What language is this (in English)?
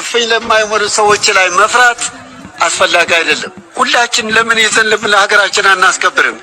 Amharic